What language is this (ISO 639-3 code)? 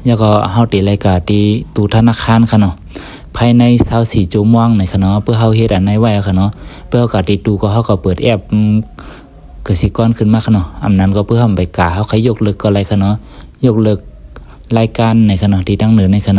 shn